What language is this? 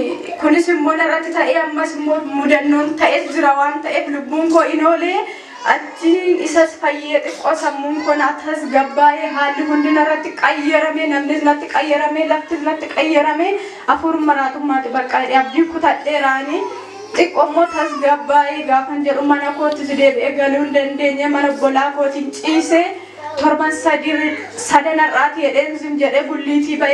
Oromo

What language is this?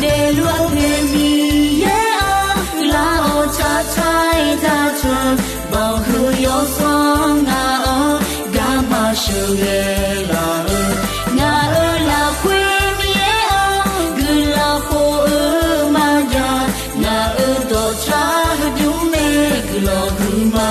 Akha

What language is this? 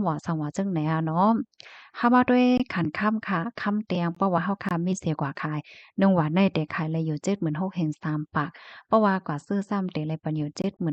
Shan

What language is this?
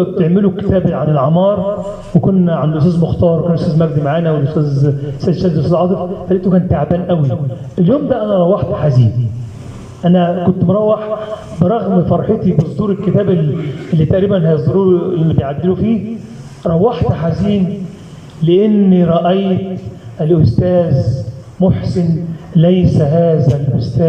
Egyptian Arabic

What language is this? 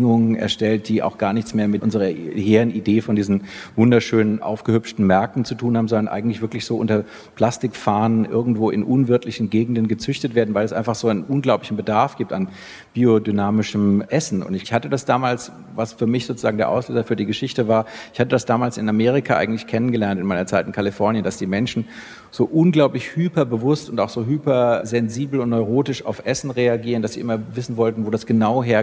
German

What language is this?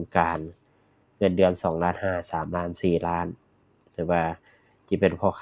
Lao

